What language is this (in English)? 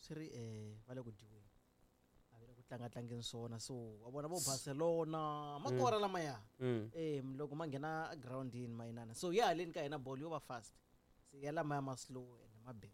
Tsonga